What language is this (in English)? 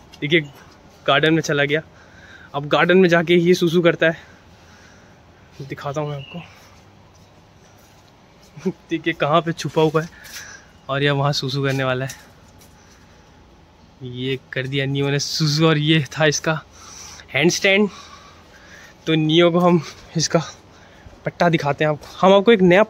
Hindi